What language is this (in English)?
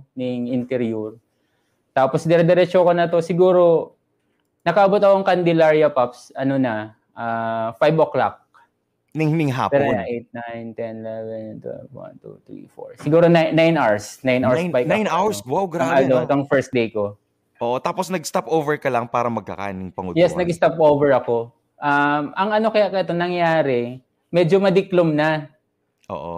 Bikol